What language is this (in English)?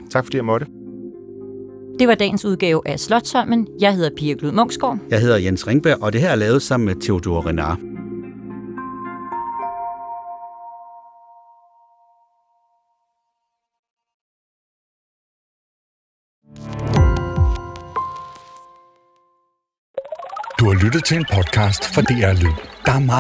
Danish